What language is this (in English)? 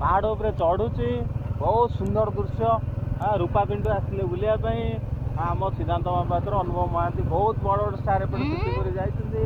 Odia